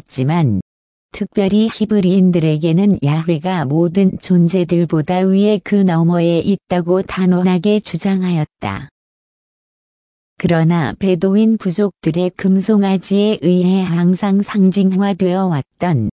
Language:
Korean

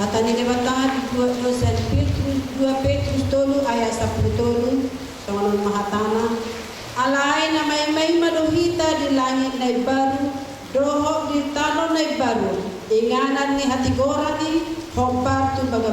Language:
Batak Toba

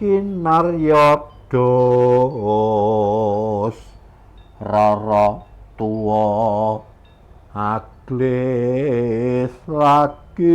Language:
Javanese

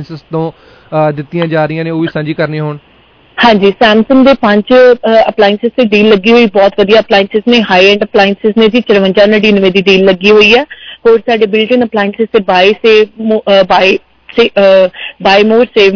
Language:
Punjabi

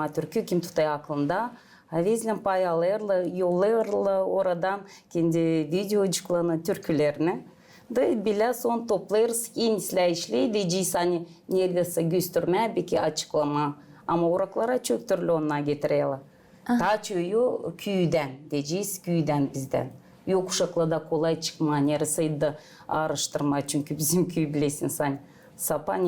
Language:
Gagauz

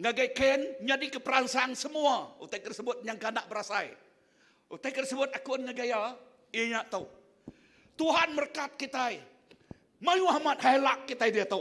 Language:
Iban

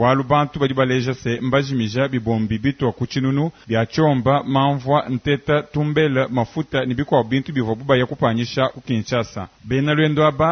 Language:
Luba-Lulua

